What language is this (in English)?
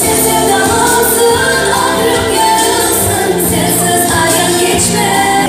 Crimean Tatar